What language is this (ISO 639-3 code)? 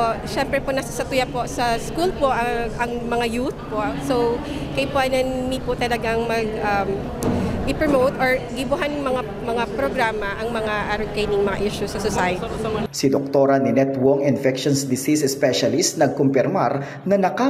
bik